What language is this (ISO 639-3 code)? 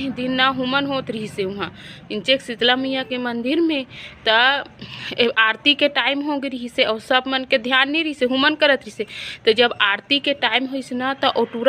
hne